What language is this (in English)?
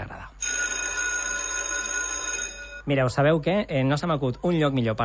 Catalan